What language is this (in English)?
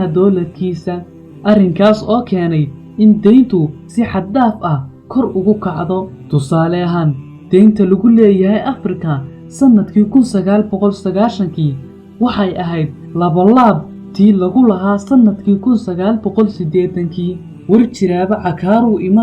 Somali